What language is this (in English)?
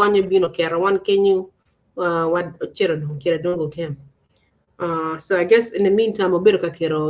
Acoli